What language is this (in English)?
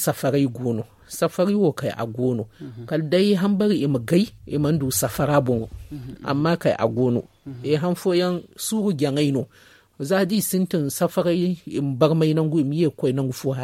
Zarma